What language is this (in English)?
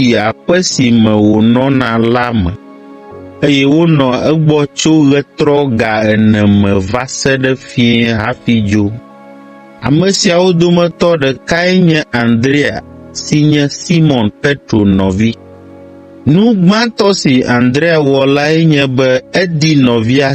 Ewe